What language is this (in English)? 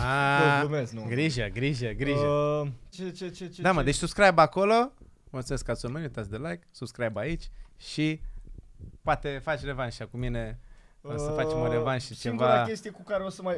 Romanian